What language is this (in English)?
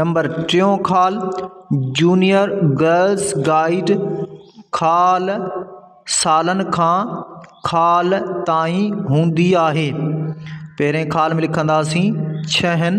Sindhi